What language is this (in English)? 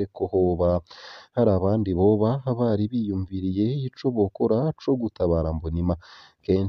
Rundi